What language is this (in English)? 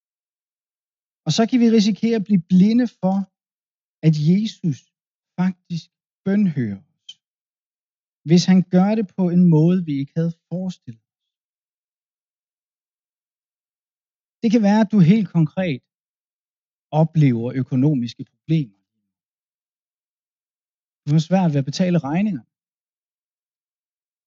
Danish